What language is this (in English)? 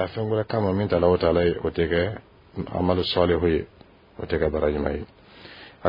Dyula